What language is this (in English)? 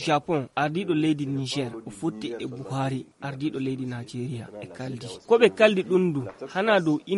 Fula